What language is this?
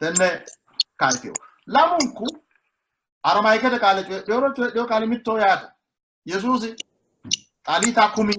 Sidamo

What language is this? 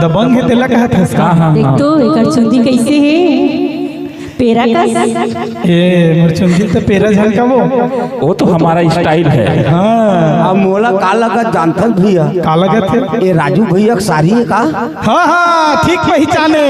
Chhattisgarhi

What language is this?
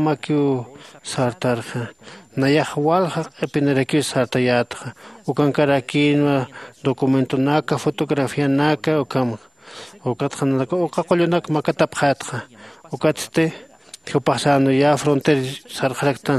Aymara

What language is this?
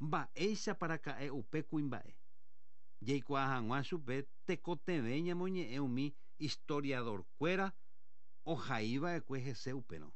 Guarani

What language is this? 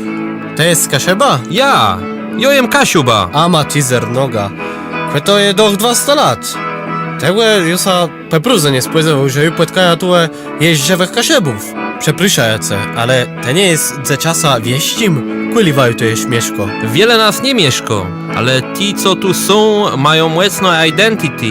Kashubian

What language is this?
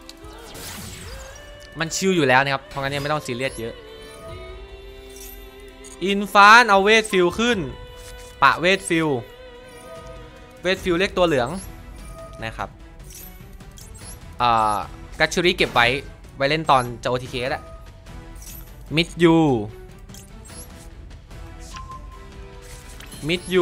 Thai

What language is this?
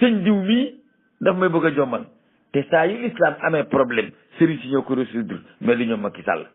Wolof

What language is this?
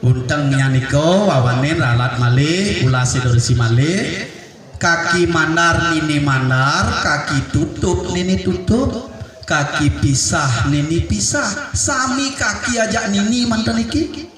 Balinese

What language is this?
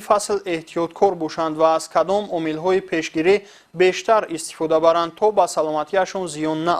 Tajik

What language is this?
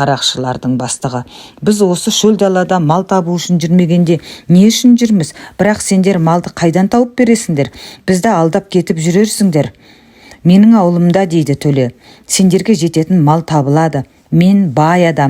Kazakh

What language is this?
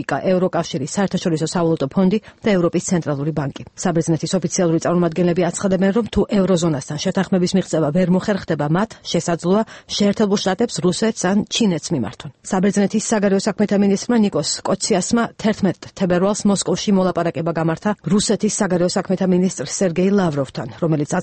Georgian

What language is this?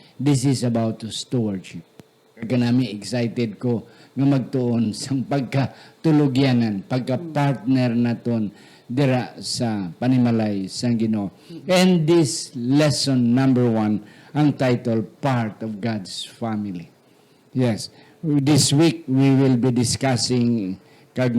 Hiligaynon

